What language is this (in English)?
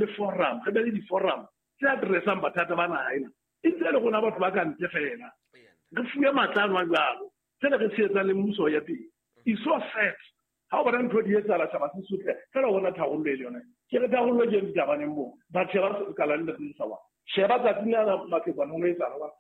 Southern Sotho